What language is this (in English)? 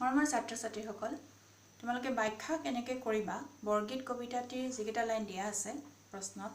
Assamese